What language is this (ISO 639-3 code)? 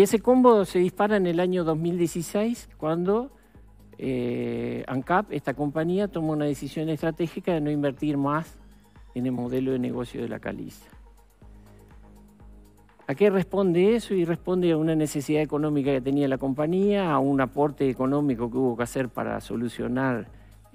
spa